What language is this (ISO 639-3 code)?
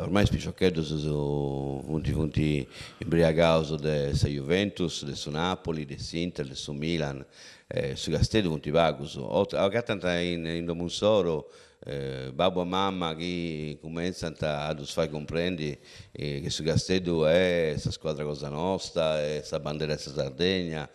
srd